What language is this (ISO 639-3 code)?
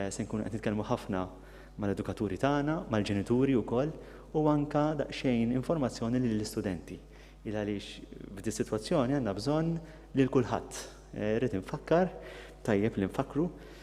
mlt